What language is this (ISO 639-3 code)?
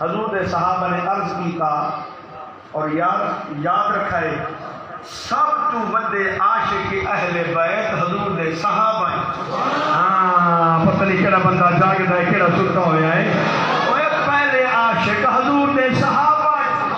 skr